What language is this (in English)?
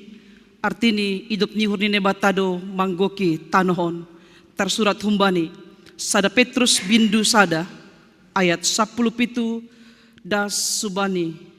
Batak Simalungun